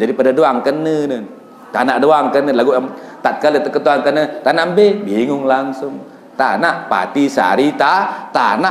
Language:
Sasak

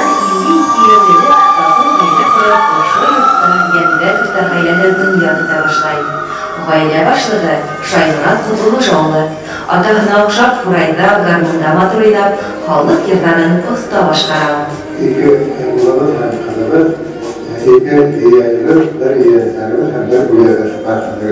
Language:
Bashkir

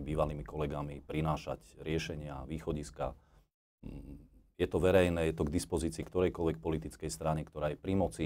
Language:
Slovak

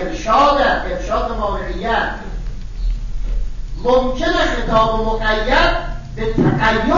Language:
Persian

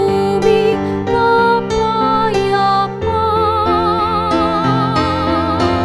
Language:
Pampanga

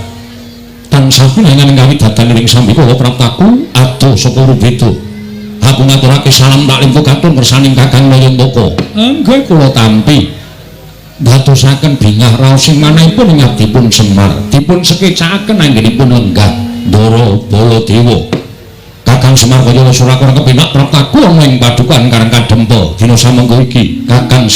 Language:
Javanese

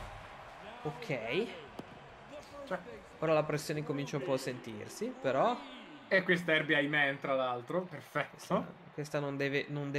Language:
Italian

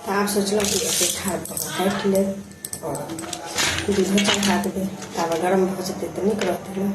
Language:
Maithili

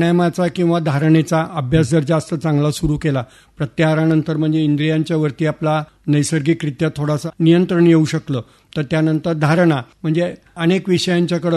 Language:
Marathi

